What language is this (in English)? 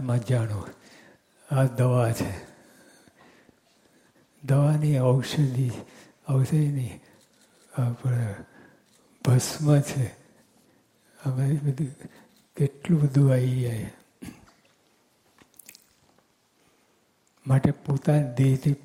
Gujarati